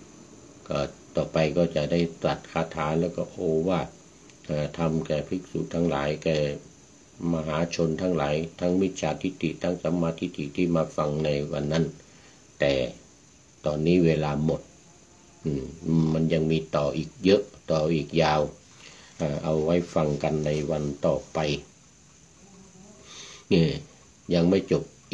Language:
Thai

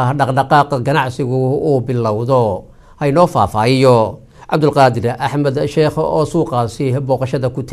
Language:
Somali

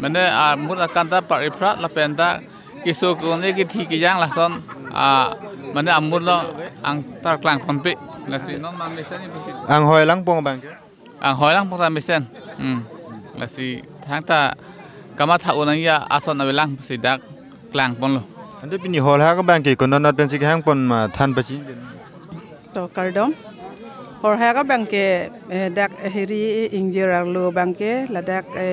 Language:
Karbi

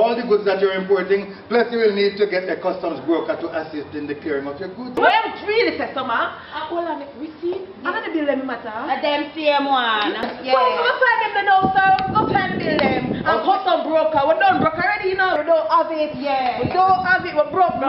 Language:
Jamaican Creole English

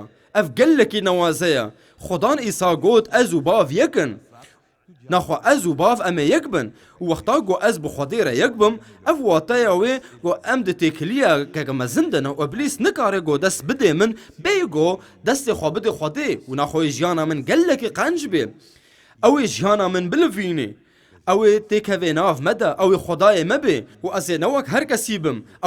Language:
Kurdish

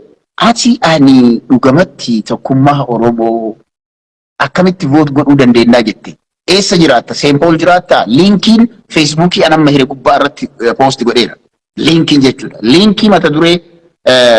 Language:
Oromo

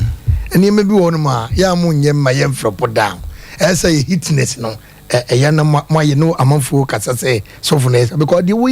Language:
Akan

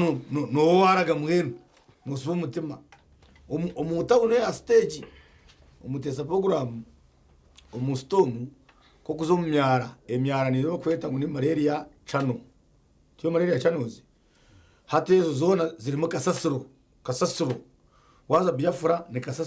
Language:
Nyankole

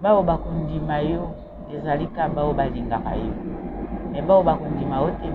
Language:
Lingala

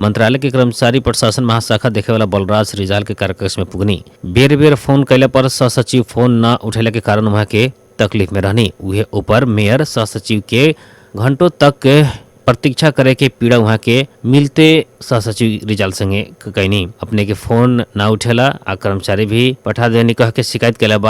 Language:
Bhojpuri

